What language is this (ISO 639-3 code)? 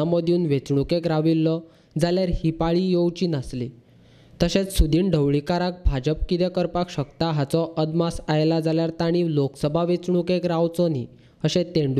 kok